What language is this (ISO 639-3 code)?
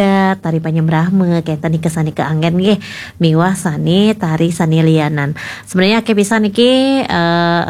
ban